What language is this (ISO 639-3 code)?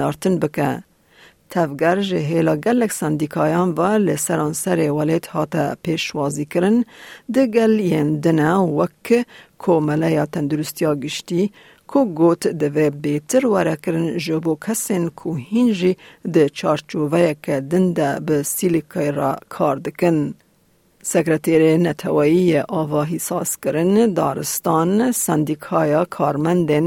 kur